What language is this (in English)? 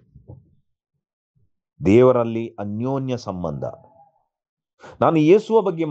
Kannada